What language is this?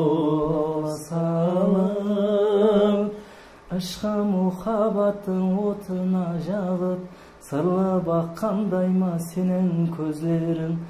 Kara-Kalpak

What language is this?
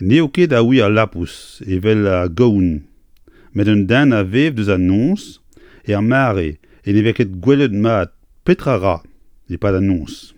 Breton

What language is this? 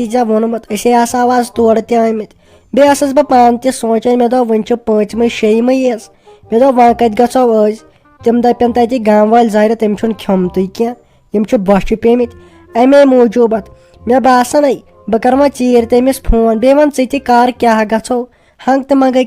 Kashmiri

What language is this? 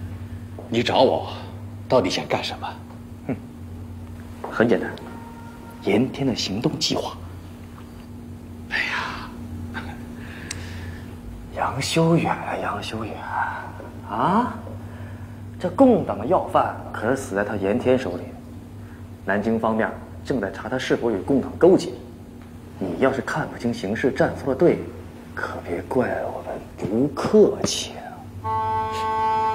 Chinese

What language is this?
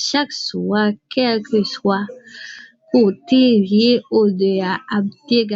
Haitian Creole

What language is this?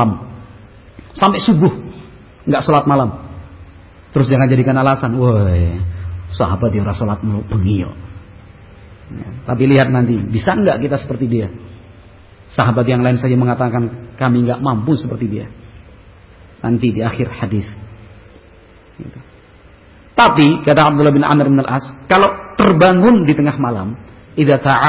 Indonesian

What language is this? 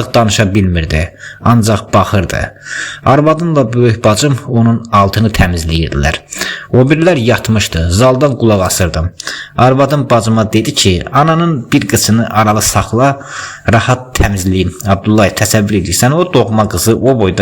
Azerbaijani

